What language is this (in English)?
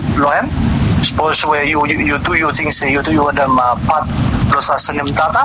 Bislama